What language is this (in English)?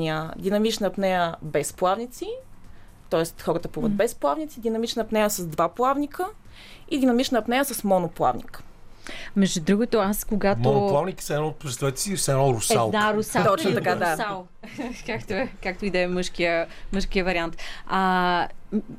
Bulgarian